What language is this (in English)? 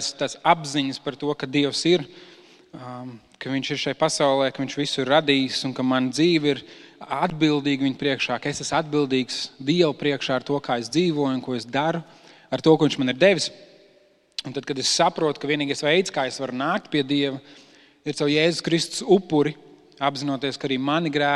Latvian